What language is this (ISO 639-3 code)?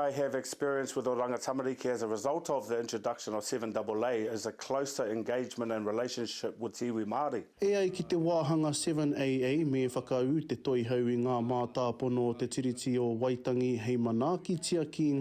mri